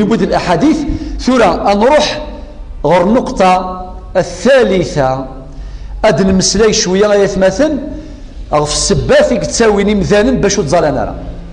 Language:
Kabyle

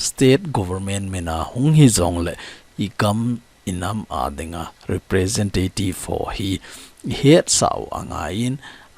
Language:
Thado Chin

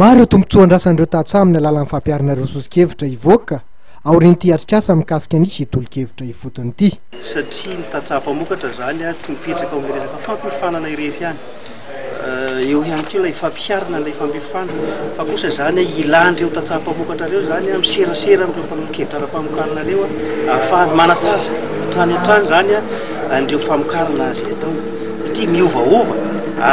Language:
Malagasy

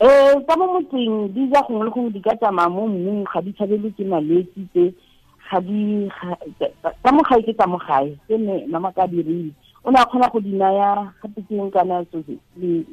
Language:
Tswana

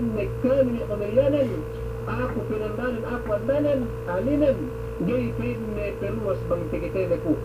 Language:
Yakan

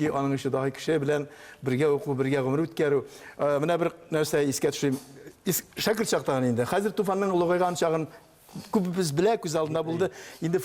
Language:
Tatar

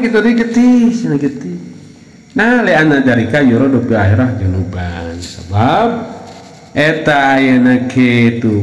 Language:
Sundanese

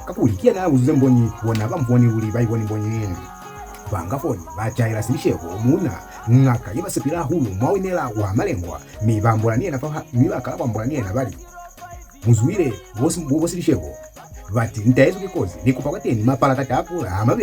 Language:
Lozi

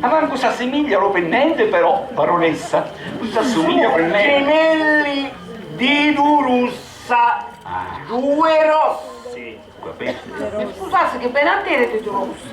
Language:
Sicilian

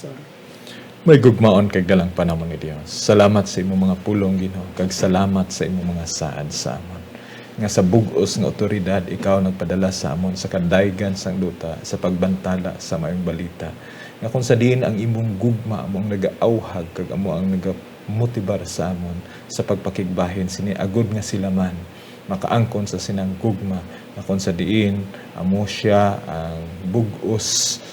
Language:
Hiligaynon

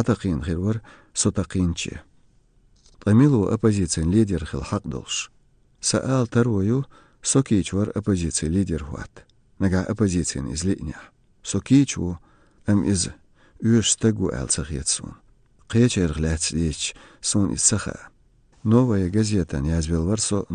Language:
Chechen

